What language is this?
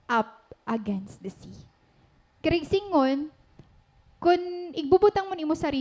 Waray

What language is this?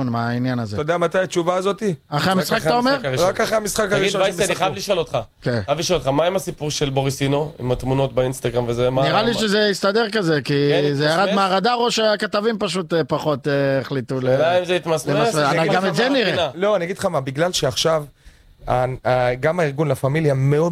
Hebrew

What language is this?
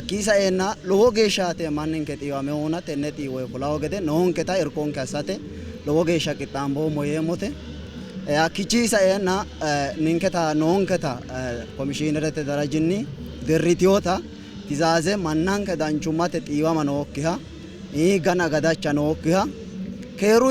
Sidamo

